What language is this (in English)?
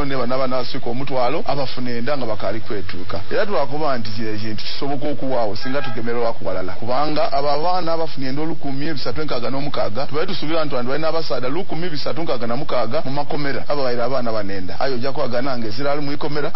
Nyoro